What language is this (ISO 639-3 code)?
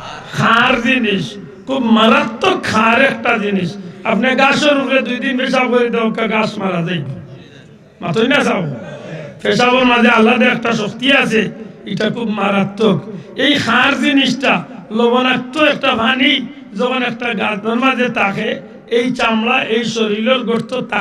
syl